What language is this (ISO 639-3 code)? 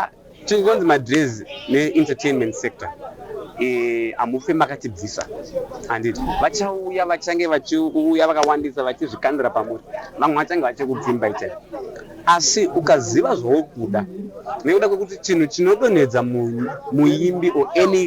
sna